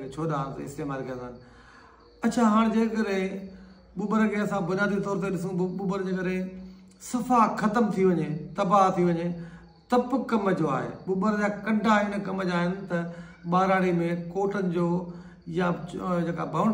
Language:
Sindhi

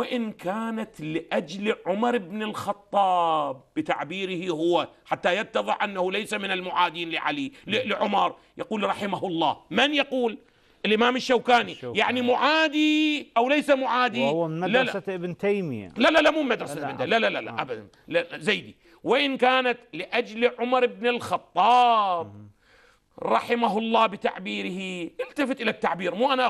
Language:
Arabic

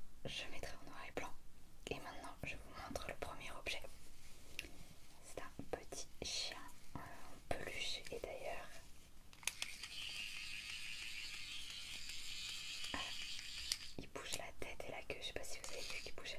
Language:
French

